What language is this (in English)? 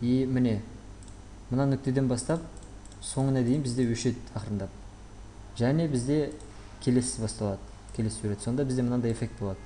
Kazakh